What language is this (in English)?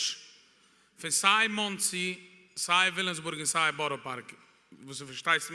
Yiddish